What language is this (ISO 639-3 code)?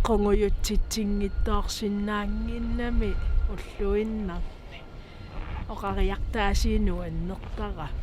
kal